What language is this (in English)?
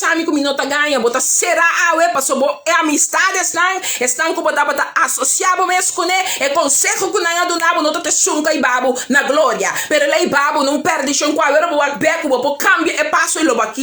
Papiamento